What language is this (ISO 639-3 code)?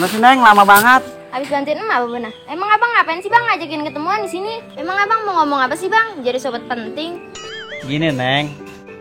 bew